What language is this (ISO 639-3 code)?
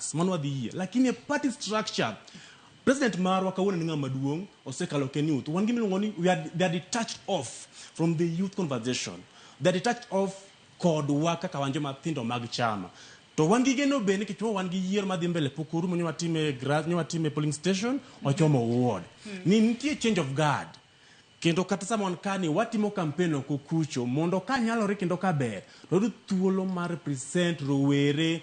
luo